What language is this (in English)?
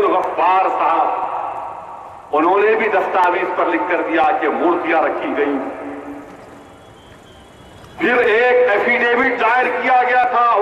Urdu